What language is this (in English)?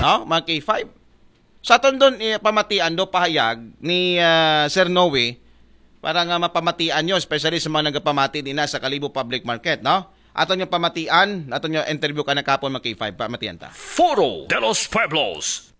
Aklanon